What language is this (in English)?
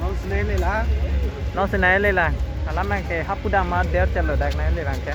Karbi